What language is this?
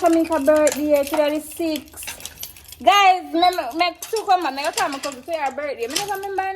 Jamaican Creole English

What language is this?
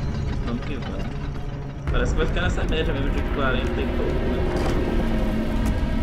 Portuguese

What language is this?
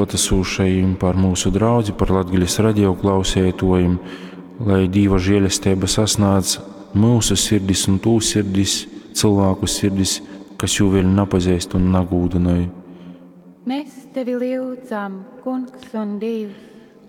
Latgalian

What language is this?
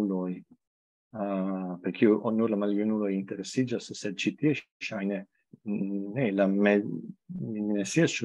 Esperanto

